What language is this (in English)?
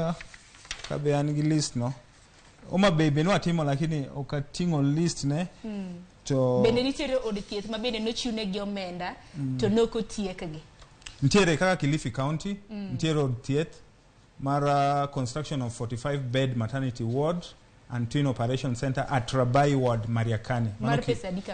Luo (Kenya and Tanzania)